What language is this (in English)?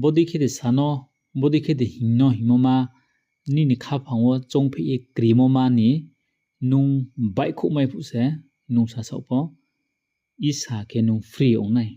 Riang (India)